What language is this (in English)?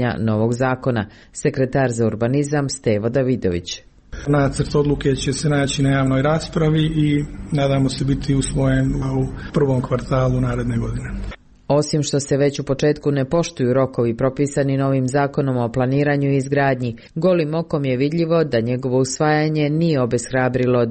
Serbian